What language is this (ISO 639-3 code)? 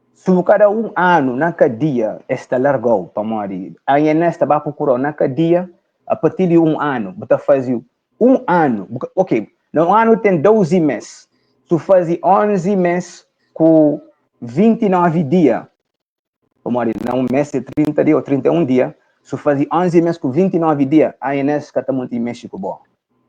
kea